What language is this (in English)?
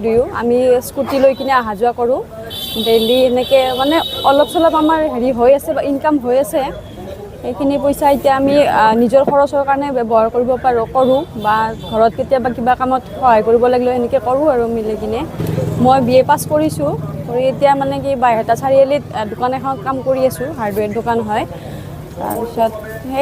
Assamese